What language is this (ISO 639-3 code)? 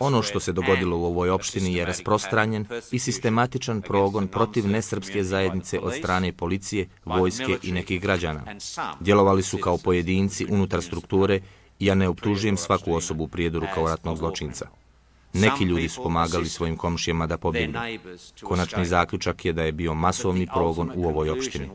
bos